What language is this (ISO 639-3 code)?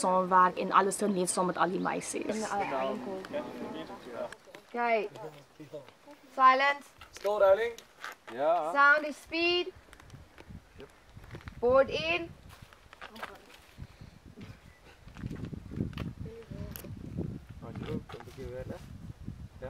afr